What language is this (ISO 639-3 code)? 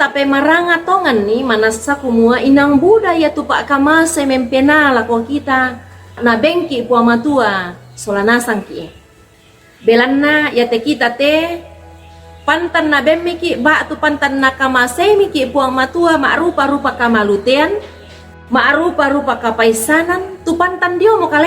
sda